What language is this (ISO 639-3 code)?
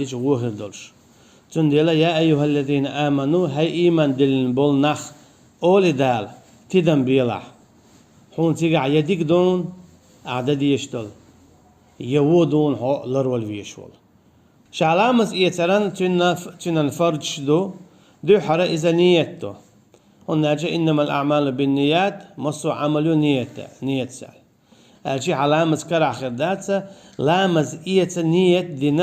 che